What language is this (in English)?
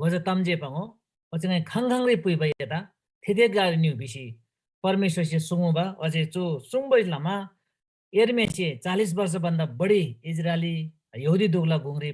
Eastern Tamang